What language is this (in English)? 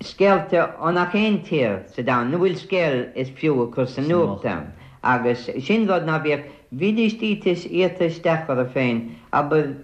Irish